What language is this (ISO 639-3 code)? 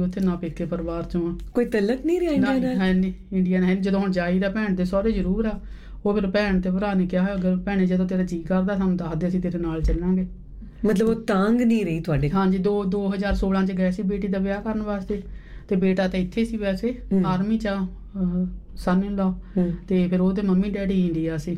pan